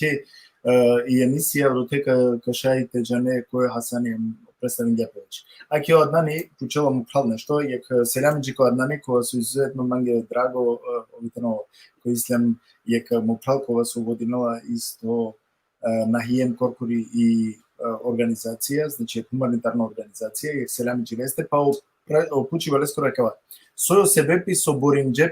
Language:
Balkan Romani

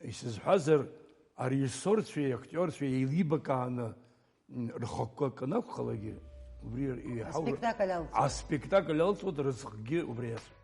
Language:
Abkhazian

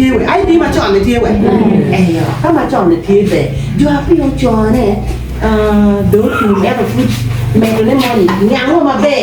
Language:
Acoli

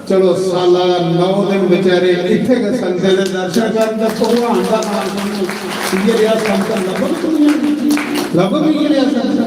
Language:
Dogri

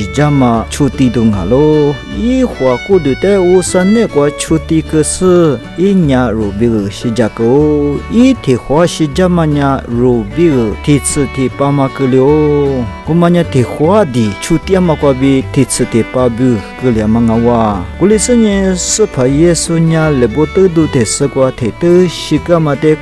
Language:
Lisu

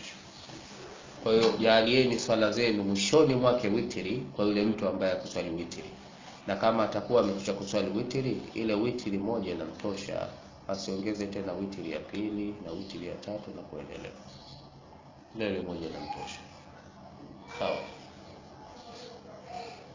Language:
Swahili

